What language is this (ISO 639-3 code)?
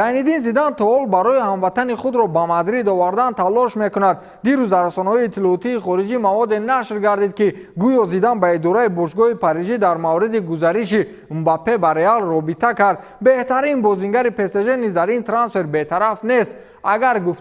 tgk